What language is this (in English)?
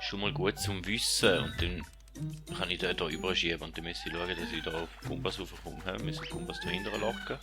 Swiss German